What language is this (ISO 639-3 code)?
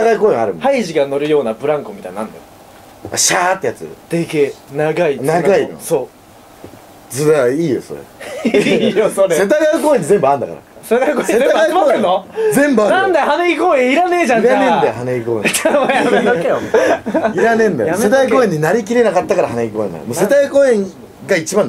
jpn